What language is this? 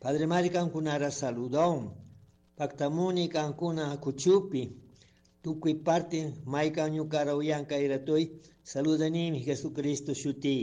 Chimborazo Highland Quichua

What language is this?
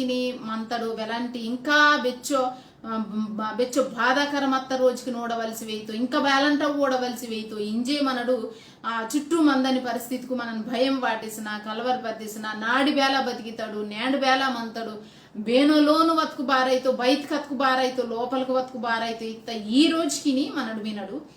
Koya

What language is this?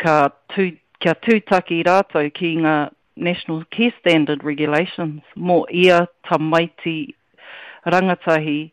Māori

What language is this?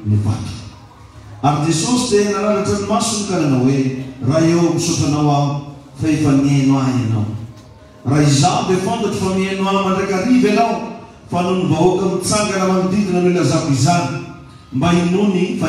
Malagasy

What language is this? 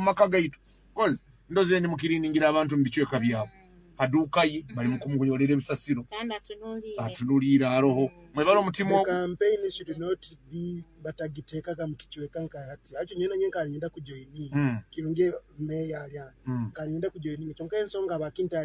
Nyoro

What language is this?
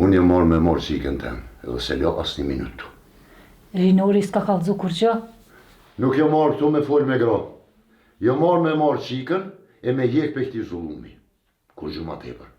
Albanian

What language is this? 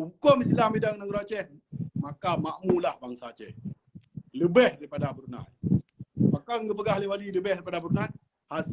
Achinese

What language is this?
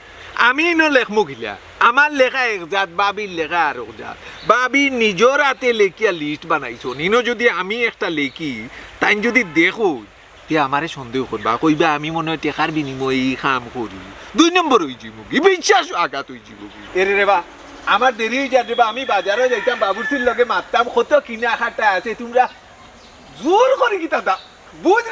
Sylheti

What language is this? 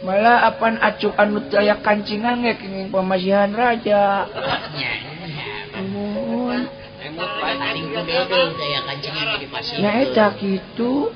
Sundanese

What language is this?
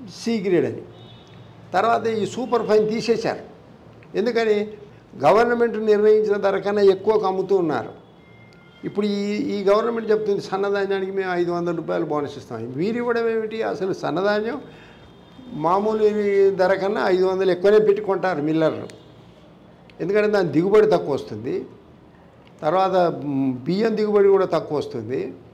Telugu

